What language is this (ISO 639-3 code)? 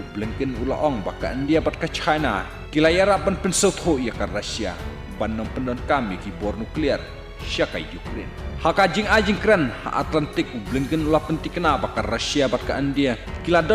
kha